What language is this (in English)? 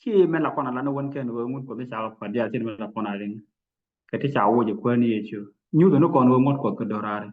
Nuer